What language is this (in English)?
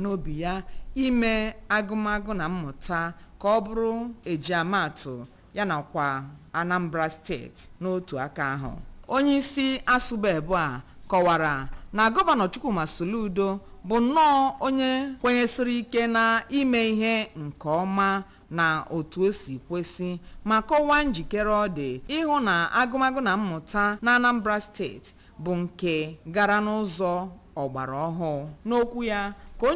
Igbo